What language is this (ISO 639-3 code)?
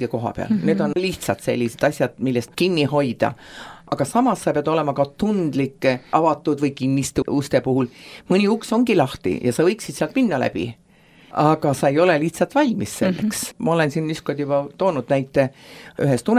est